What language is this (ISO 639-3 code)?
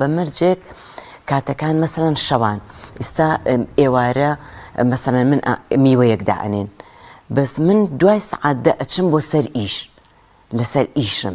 ckb